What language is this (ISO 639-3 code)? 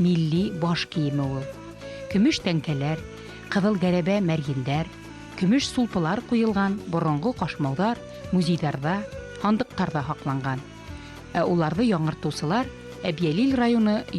bak